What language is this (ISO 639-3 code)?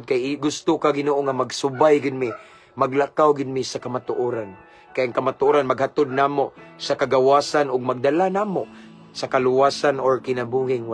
ceb